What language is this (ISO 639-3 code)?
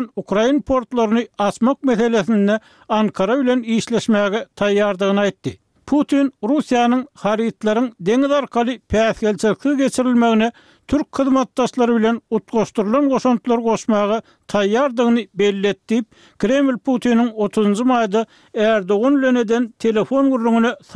tuk